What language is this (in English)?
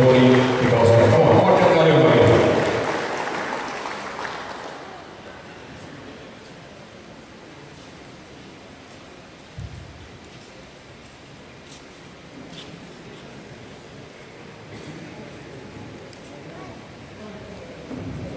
Konkani